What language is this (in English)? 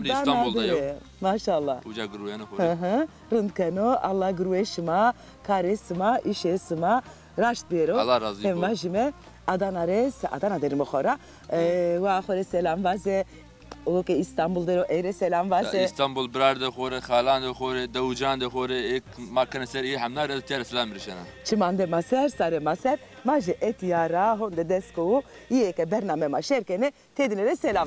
Zaza